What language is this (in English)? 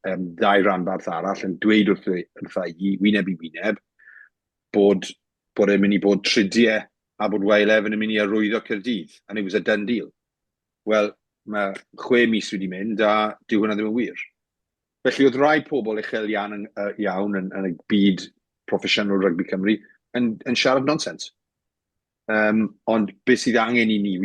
Welsh